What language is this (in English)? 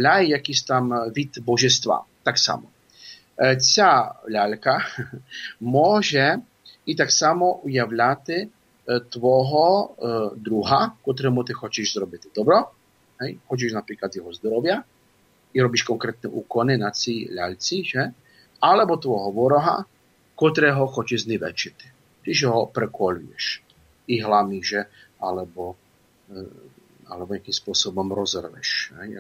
Ukrainian